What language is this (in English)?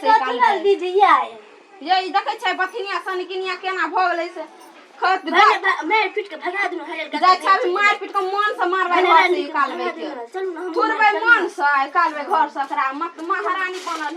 Maithili